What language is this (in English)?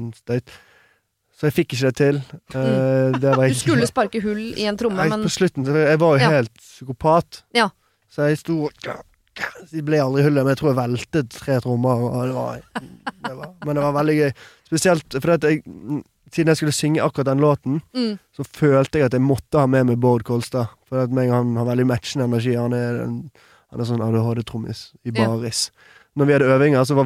Norwegian